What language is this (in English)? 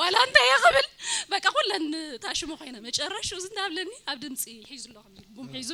Tigrinya